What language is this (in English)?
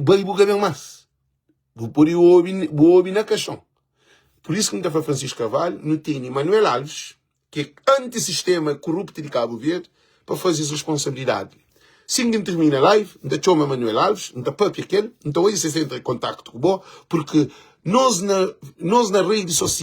Kabuverdianu